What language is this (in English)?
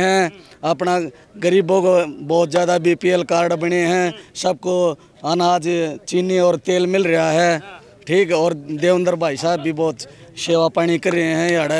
Hindi